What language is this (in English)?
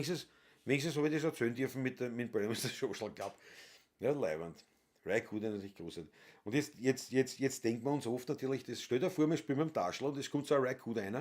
Bavarian